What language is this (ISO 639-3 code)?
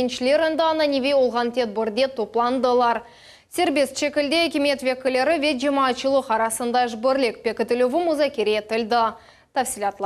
crh